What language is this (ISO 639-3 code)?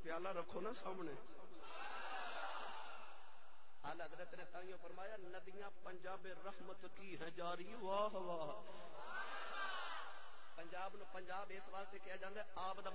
urd